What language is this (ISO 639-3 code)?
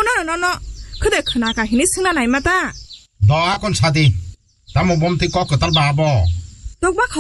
trp